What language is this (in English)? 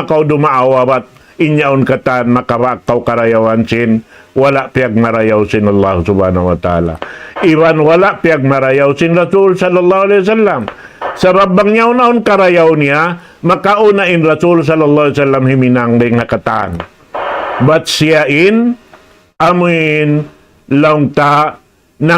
Tausug